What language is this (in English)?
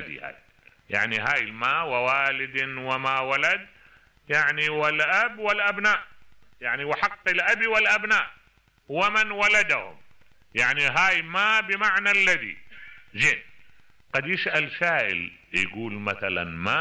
Mesopotamian Arabic